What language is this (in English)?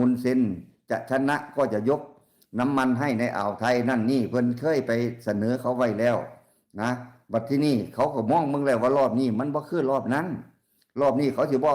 Lao